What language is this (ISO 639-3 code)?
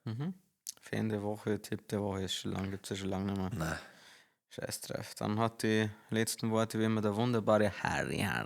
bar